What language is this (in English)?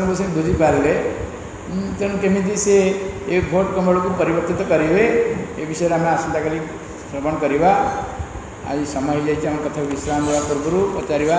Odia